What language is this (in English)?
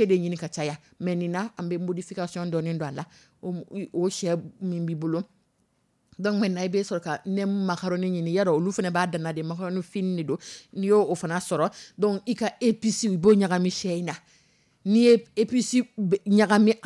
Dyula